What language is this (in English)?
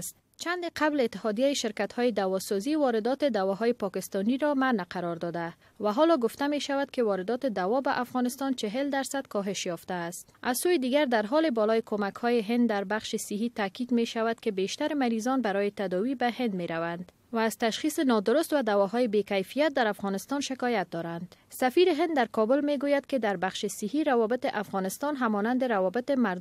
Persian